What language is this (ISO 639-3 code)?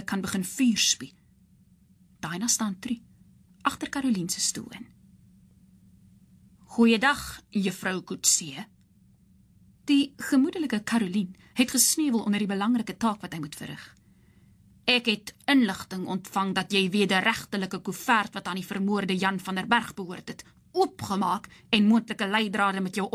afr